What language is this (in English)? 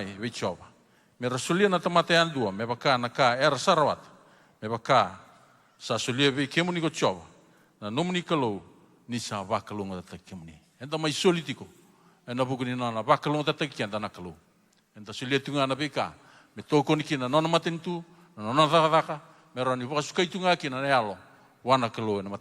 Fijian